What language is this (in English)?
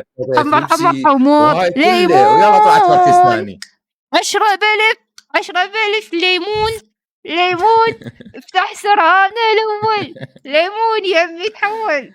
Mesopotamian Arabic